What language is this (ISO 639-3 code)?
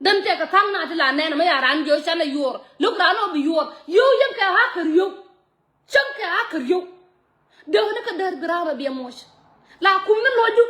nus